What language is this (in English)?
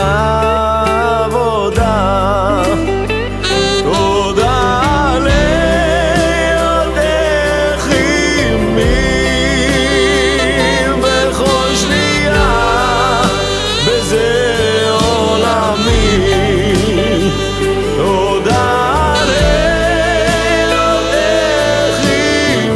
Hebrew